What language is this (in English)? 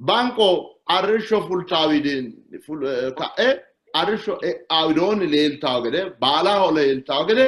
Sidamo